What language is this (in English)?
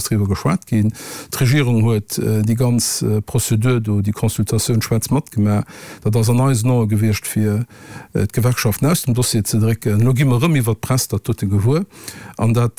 Luxembourgish